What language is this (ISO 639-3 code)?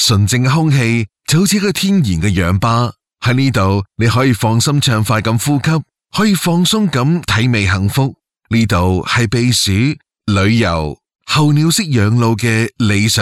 yue